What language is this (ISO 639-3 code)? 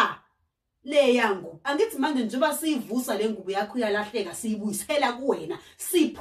zul